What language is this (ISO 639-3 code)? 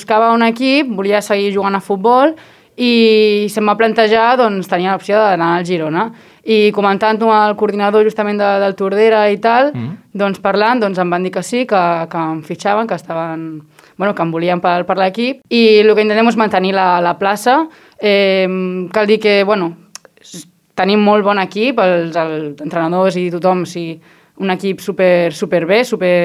cat